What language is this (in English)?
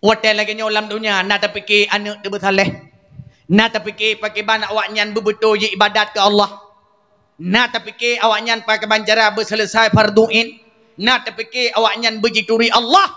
Achinese